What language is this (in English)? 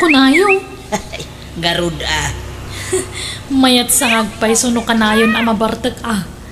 Iloko